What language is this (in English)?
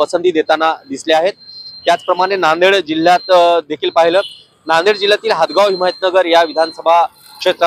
Marathi